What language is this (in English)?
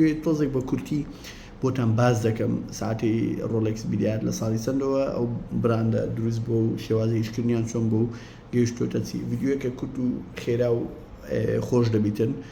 Central Kurdish